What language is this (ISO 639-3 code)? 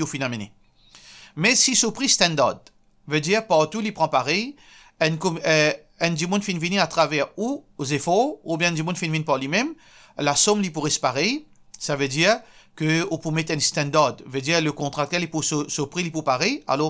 mfe